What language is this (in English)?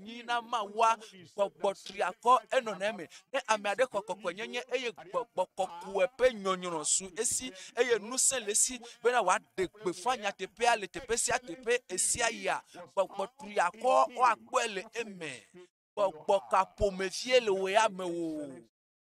Ewe